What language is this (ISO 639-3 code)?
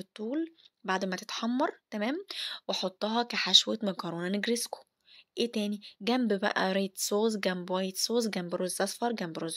arz